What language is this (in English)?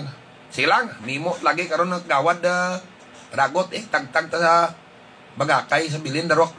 Hiligaynon